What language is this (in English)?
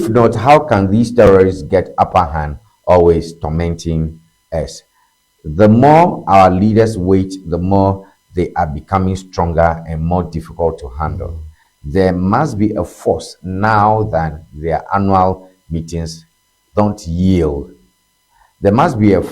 Ewe